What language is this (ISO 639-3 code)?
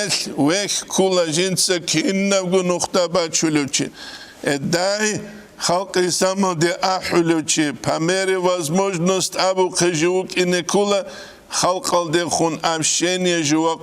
ava